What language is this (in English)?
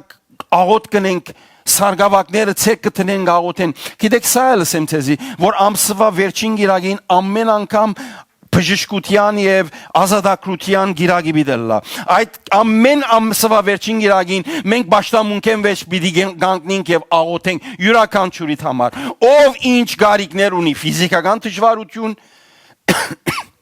Western Armenian